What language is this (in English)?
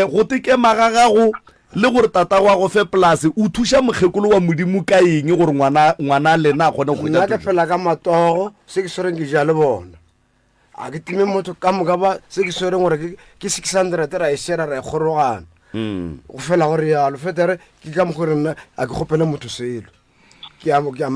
Northern Sotho